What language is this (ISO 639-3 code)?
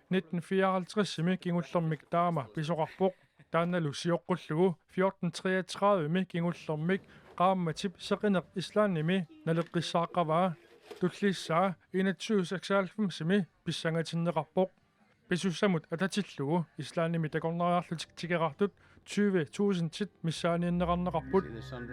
kal